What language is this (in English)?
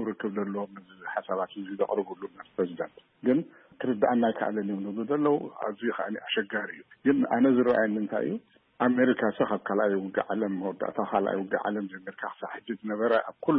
Tigrinya